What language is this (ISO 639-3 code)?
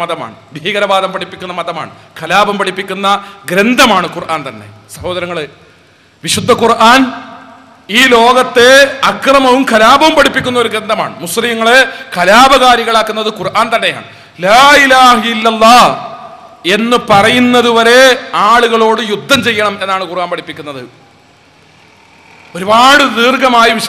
mal